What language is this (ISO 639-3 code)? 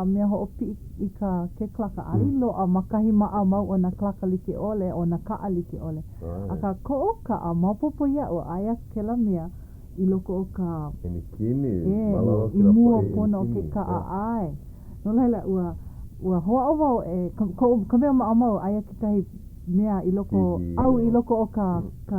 haw